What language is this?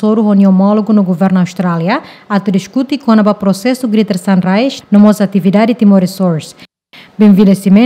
Tetum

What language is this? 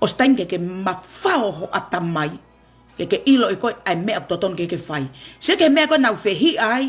Tongan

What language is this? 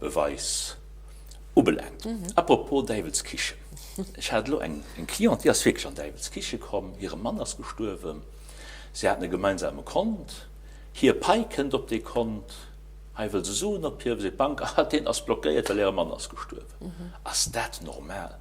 Luxembourgish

